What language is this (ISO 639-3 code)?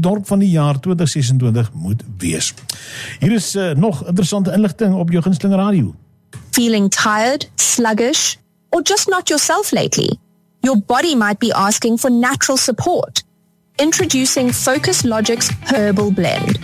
afr